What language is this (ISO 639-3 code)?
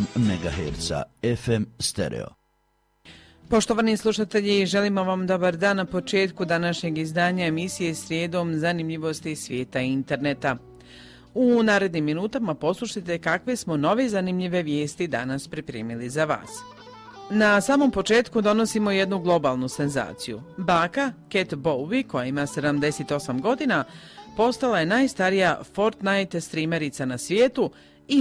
hrv